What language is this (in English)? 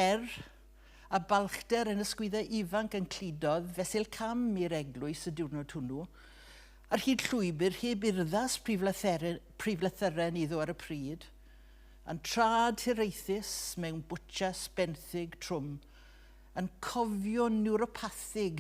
Welsh